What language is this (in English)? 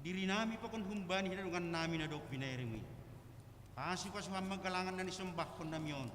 Batak Simalungun